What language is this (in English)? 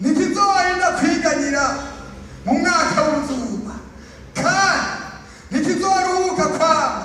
Rundi